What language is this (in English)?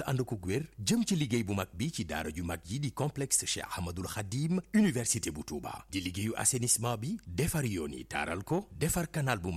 Wolof